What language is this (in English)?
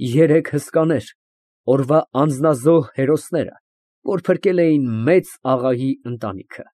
Armenian